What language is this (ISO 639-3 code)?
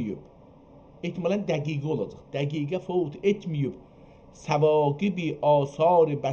azb